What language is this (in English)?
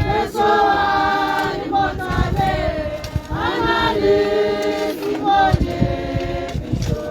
Tswana